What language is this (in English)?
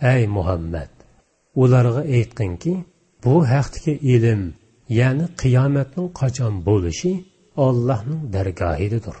Uyghur